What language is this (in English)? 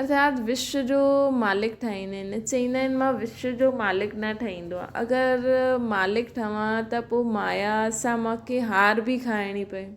Sindhi